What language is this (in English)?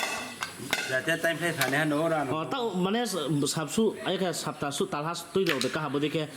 Kok Borok